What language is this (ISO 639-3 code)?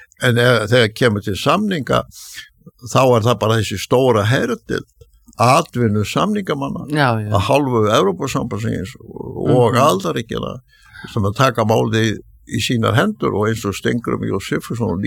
isl